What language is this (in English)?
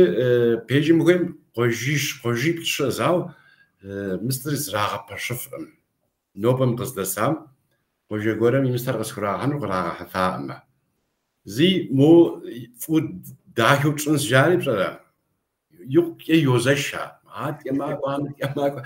Kabardian